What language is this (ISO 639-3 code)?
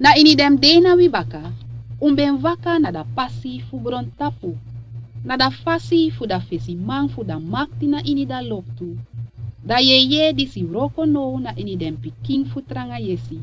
srn